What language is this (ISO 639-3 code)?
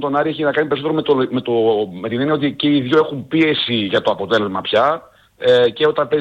ell